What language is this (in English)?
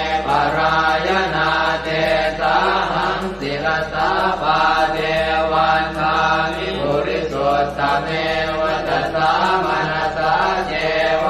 Pali